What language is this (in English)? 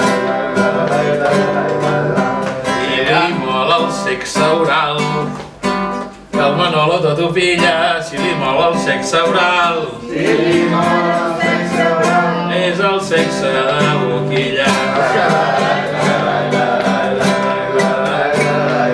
Catalan